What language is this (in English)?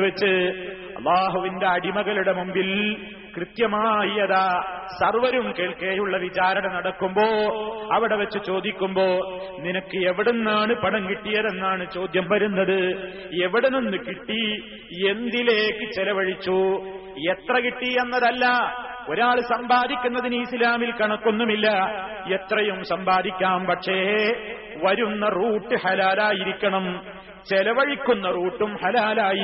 Malayalam